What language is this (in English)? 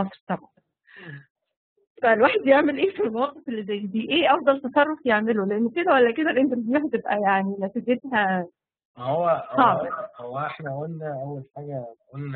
Egyptian Arabic